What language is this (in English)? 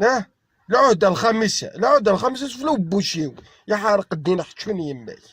Kabyle